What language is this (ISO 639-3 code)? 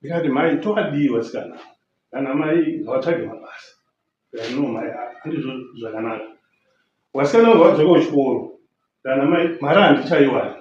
sna